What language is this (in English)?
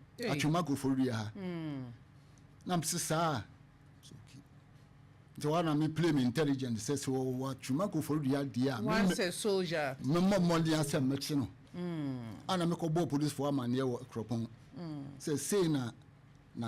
Akan